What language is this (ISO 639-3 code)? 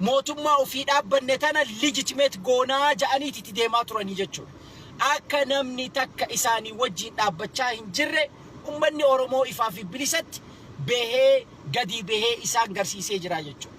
orm